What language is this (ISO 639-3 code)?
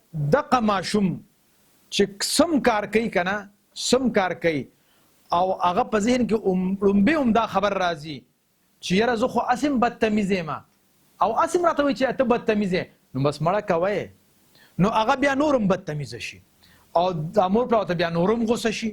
pus